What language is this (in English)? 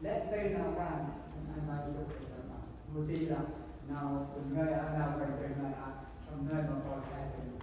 Central Mnong